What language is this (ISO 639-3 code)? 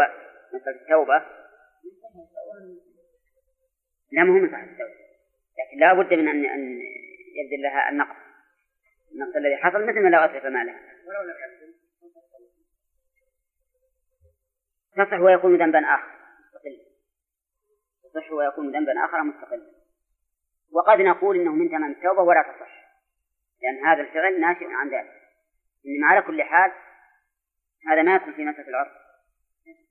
ara